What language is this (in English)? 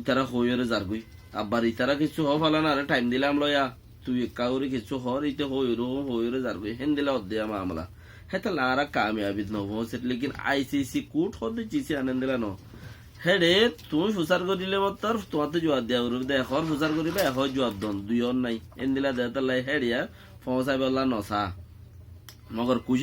Rohingya